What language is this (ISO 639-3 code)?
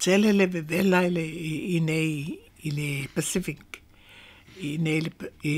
smo